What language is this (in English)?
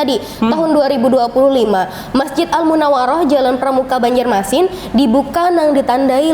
Banjar